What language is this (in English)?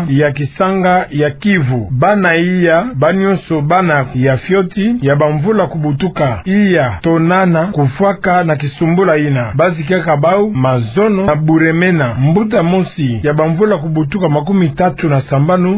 Kituba (Democratic Republic of Congo)